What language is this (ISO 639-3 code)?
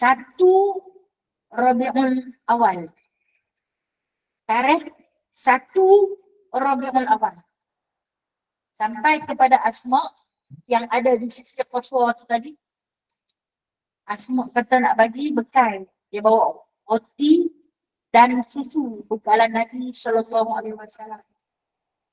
msa